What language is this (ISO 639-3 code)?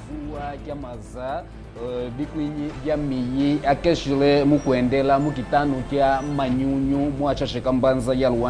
kmb